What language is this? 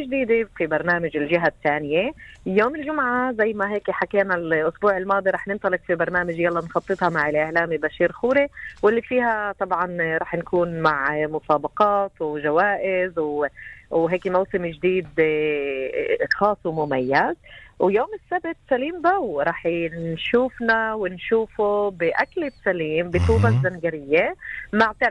North Levantine Arabic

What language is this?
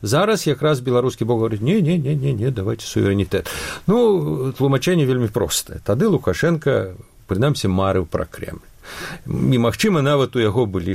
Belarusian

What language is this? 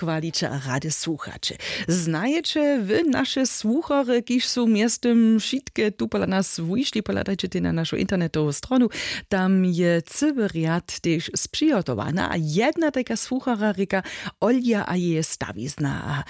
Upper Sorbian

